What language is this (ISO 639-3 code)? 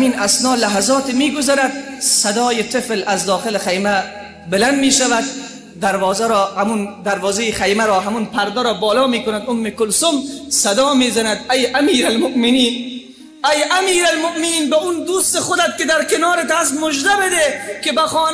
fas